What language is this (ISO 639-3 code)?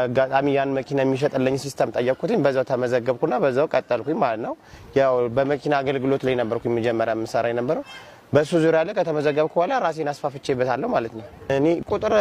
amh